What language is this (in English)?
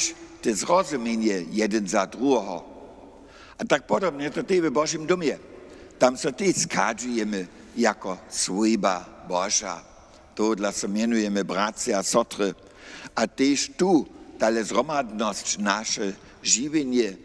Upper Sorbian